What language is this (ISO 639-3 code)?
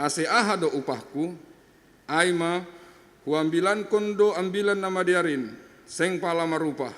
bts